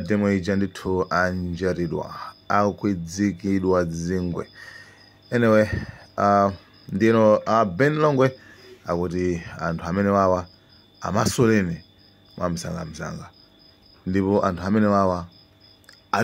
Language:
Nyanja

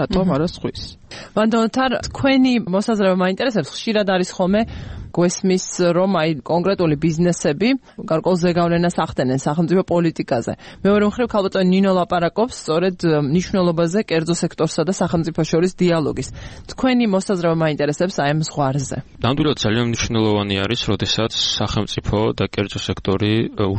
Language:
Georgian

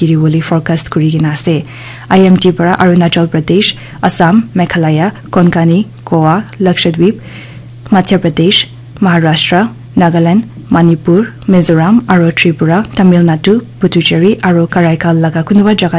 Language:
Naga Pidgin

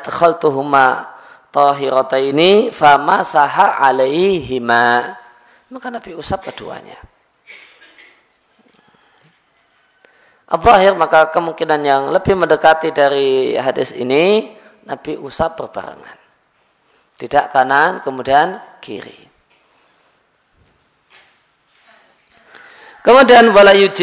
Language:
Indonesian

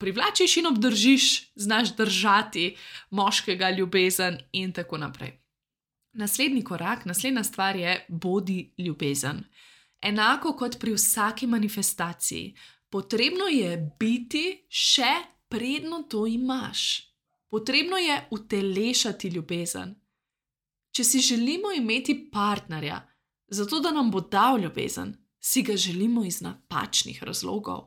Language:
Slovenian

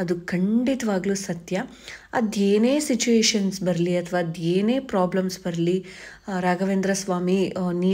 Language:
Kannada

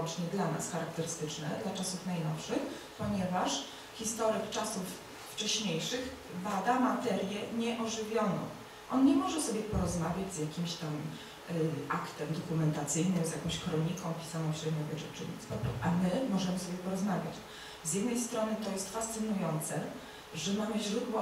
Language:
Polish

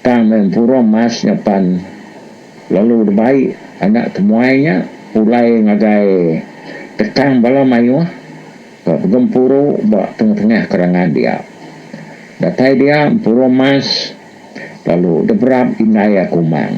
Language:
Iban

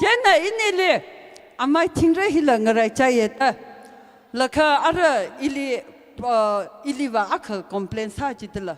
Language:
Tangkhul Naga (India)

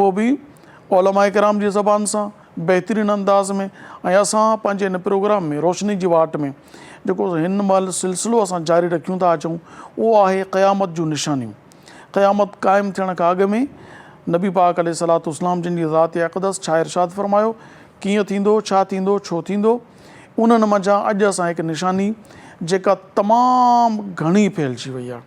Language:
Sindhi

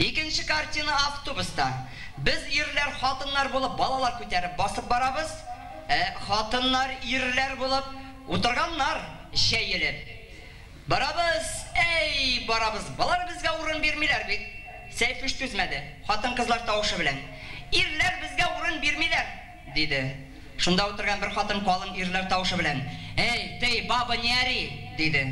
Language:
Bashkir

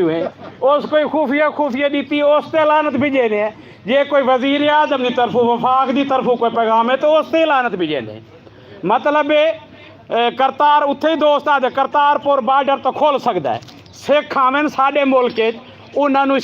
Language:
Saraiki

